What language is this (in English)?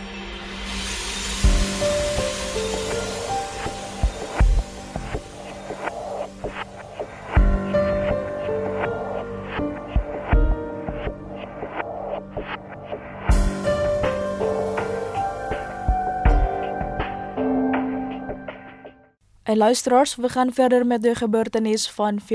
Dutch